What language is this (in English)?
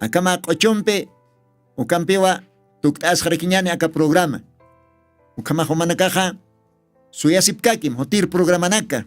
Aymara